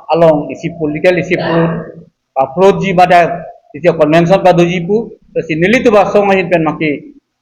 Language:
Karbi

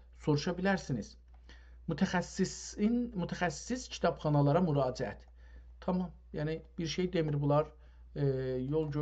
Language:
South Azerbaijani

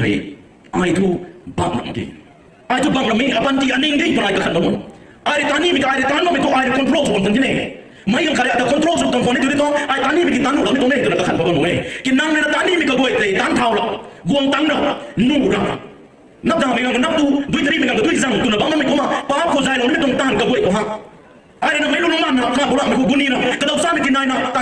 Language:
Rongmei Naga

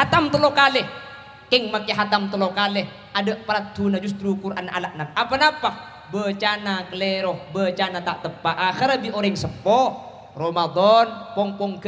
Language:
Madurese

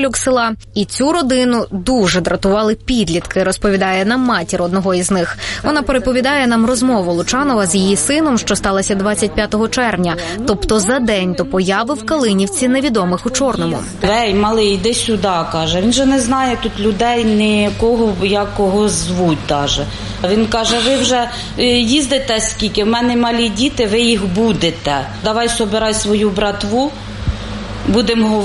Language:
Ukrainian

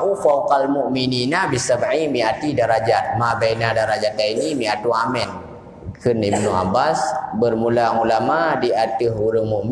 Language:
Achinese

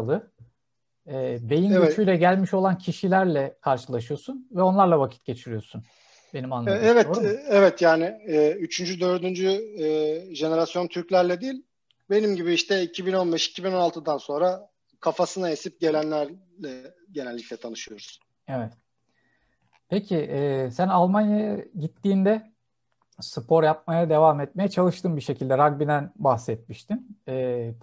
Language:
Turkish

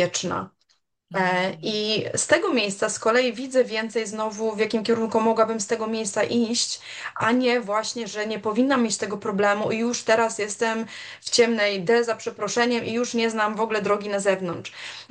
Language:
Polish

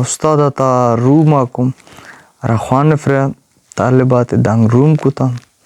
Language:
Brahui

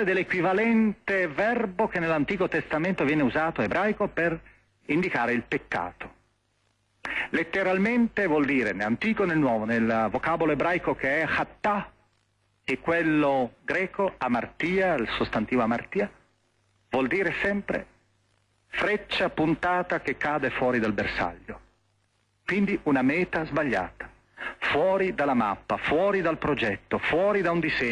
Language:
Italian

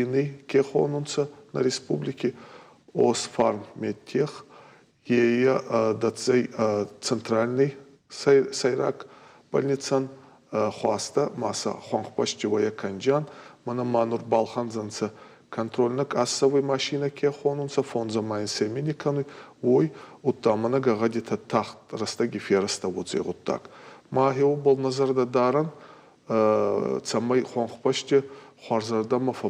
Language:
Ossetic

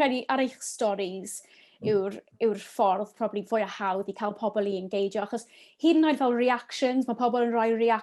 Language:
Welsh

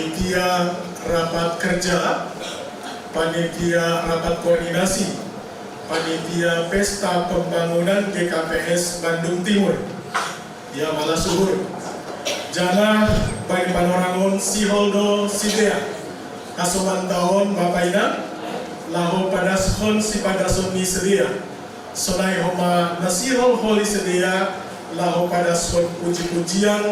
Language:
Batak Simalungun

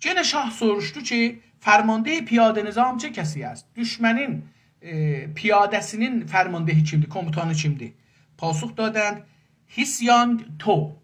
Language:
South Azerbaijani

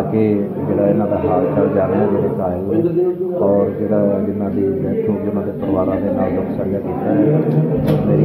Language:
Punjabi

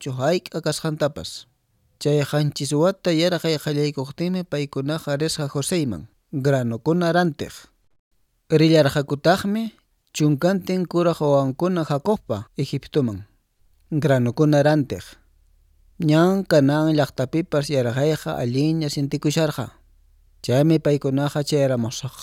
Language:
Quechua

